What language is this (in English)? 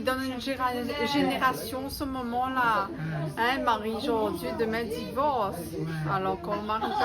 Réunion Creole French